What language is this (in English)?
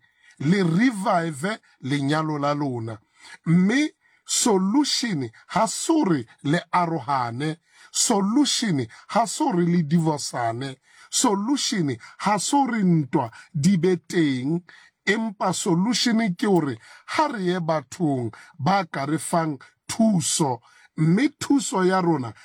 Southern Sotho